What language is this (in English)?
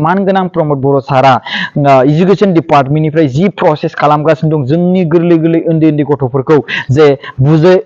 Bodo